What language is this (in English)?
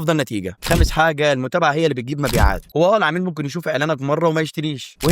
Egyptian Arabic